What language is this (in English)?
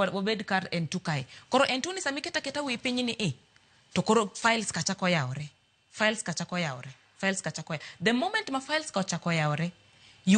Luo (Kenya and Tanzania)